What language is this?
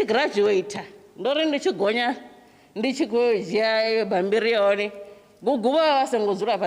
Venda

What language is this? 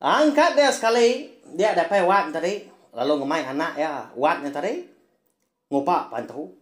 Iban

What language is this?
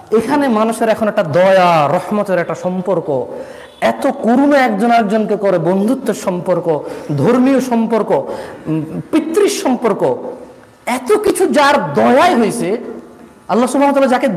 Bangla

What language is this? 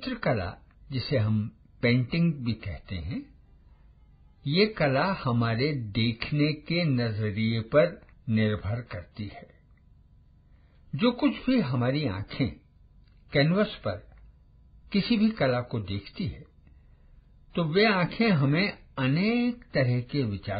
Hindi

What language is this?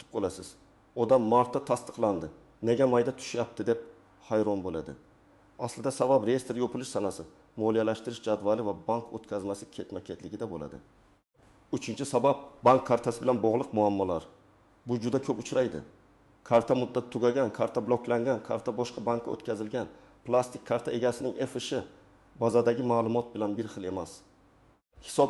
Uzbek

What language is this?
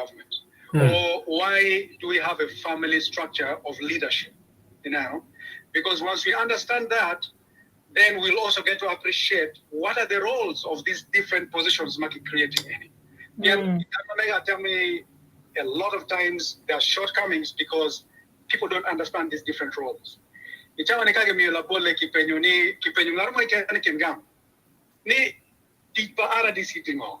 Acoli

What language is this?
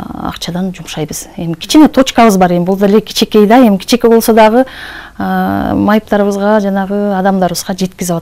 Kyrgyz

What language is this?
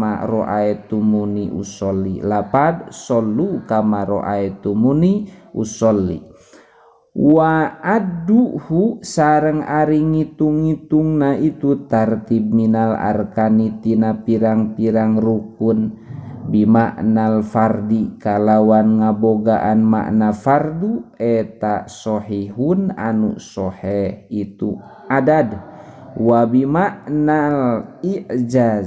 Sundanese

